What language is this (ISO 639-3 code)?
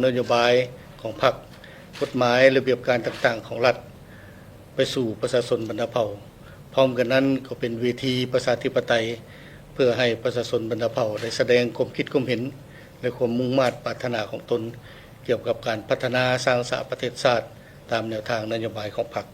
lao